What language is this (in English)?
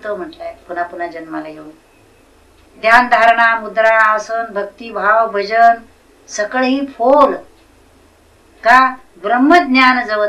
Marathi